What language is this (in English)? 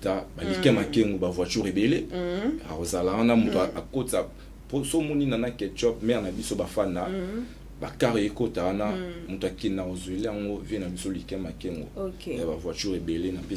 Lingala